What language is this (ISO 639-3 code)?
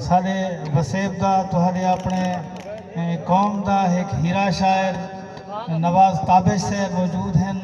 skr